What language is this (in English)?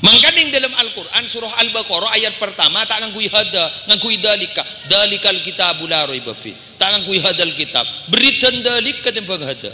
Madurese